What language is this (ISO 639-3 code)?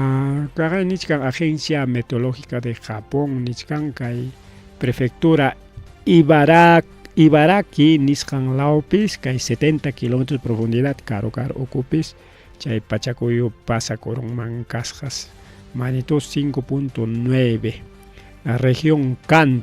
quy